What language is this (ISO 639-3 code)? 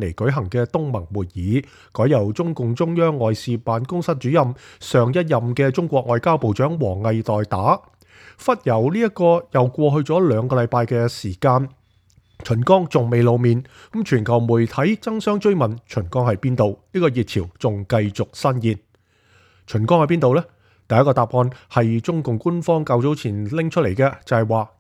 yue